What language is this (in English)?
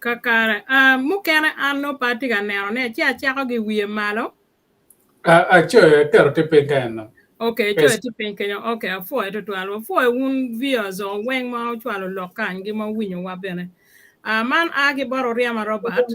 Acoli